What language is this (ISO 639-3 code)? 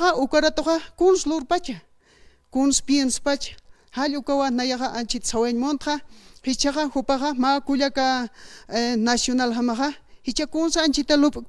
aym